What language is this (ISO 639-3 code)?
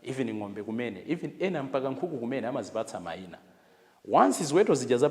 nya